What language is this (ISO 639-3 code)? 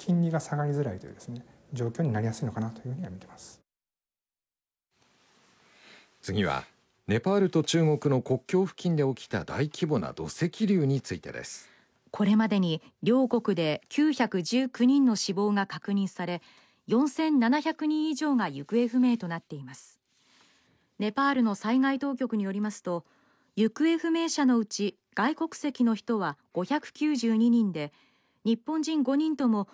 jpn